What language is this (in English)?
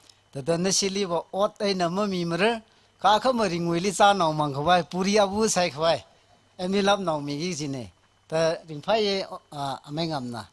Tangkhul Naga (India)